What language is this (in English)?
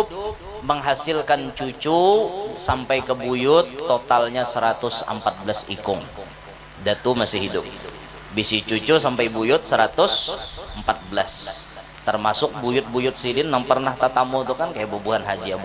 Banjar